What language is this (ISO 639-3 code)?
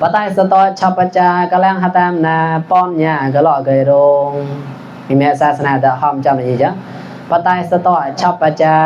mnw